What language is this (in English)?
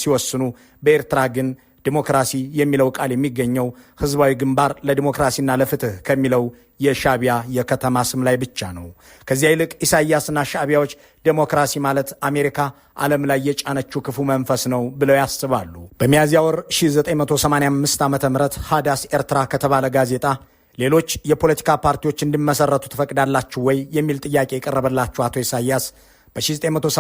Amharic